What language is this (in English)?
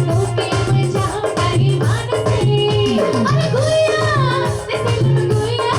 Sadri